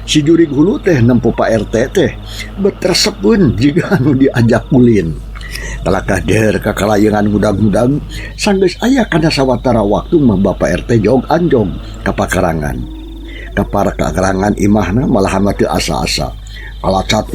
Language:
Sundanese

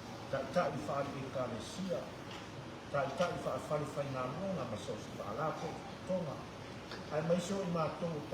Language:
Samoan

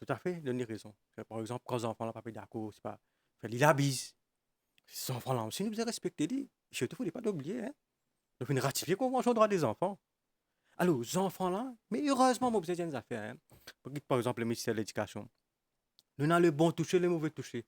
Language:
Morisyen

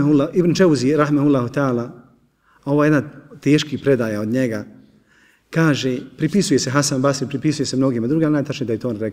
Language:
Bosnian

